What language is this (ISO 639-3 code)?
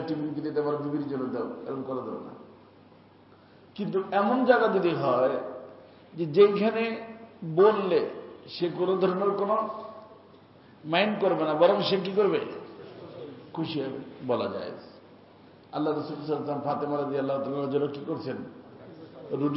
ben